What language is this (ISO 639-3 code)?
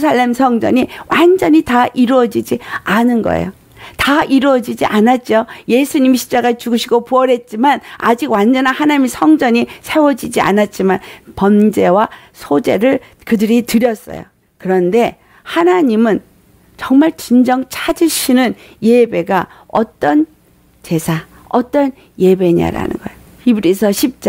kor